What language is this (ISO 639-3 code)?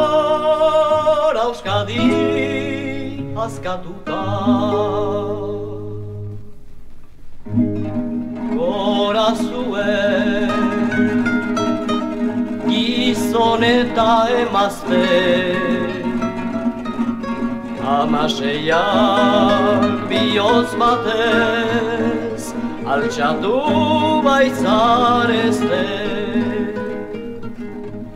eus